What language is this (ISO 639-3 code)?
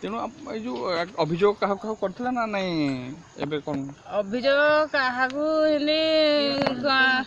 ori